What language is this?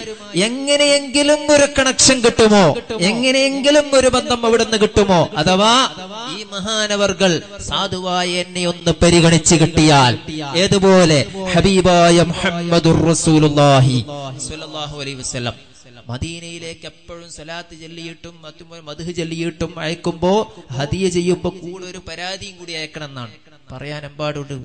Malayalam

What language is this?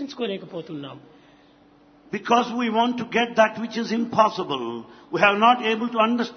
Telugu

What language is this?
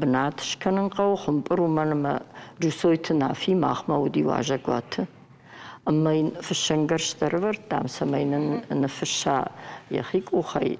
Ossetic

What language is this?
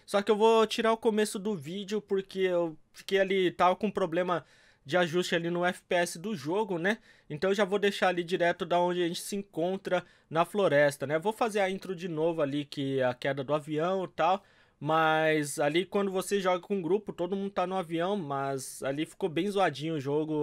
Portuguese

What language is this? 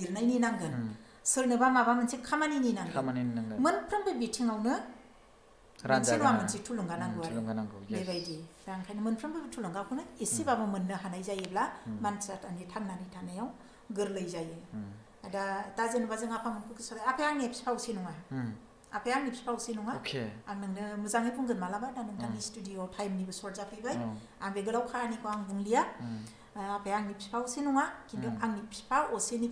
Bodo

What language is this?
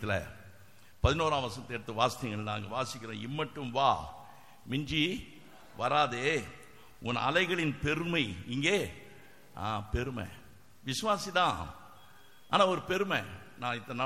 Tamil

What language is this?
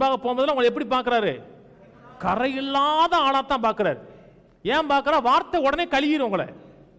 Tamil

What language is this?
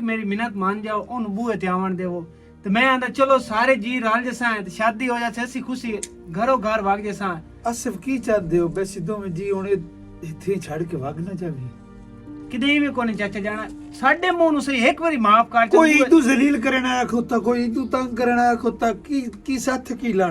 Western Panjabi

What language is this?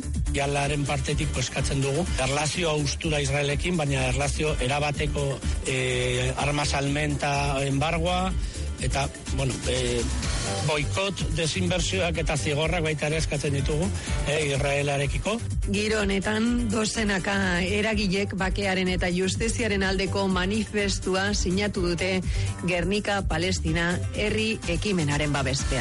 Basque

